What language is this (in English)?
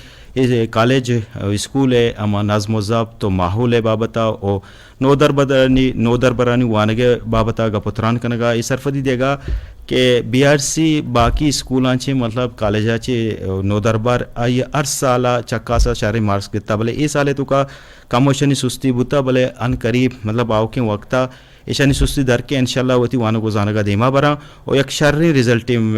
Eastern Balochi